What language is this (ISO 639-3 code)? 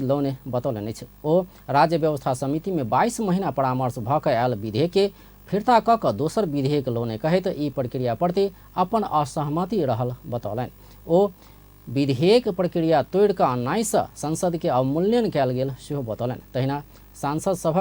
mai